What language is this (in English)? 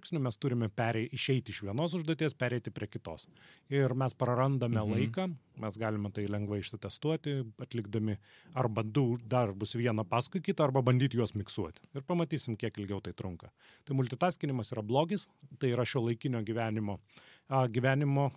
Lithuanian